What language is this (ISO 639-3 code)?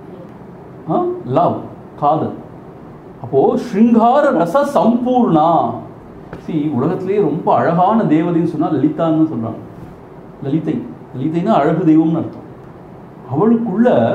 tam